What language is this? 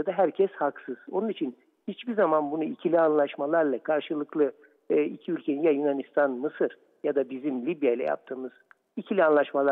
Turkish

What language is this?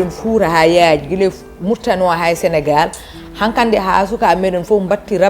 Fula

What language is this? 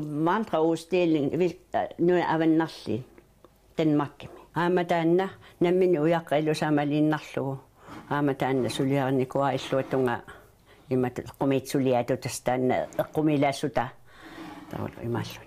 Kalaallisut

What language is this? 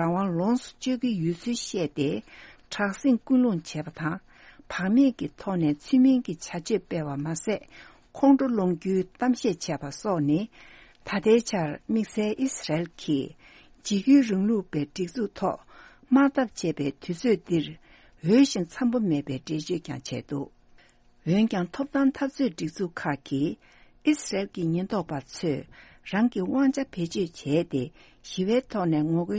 Tibetan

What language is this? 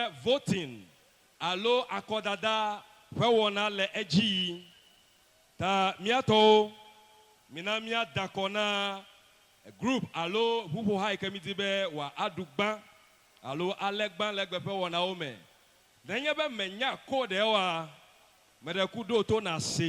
Ewe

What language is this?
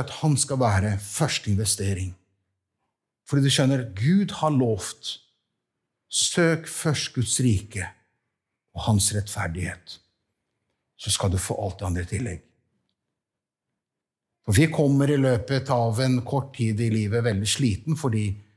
Norwegian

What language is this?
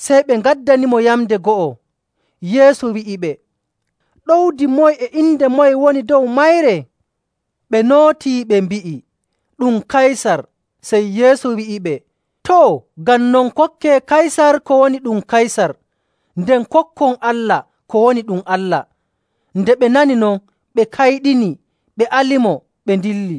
Nigerian Fulfulde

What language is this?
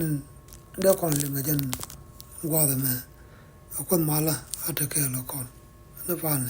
Nuer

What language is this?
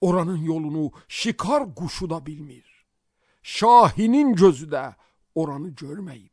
Azerbaijani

